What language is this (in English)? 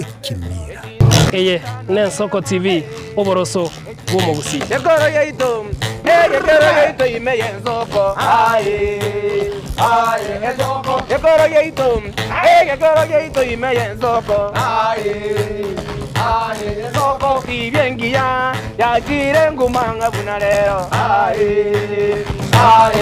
Gusii